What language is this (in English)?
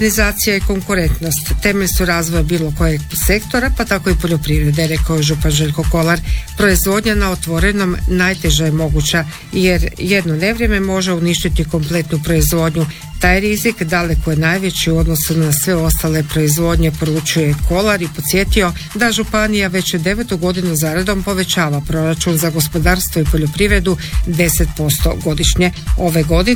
Croatian